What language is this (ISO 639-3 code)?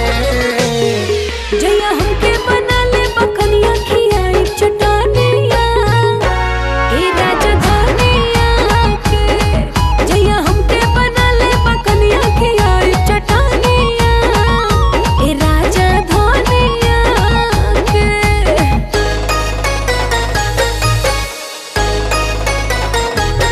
bho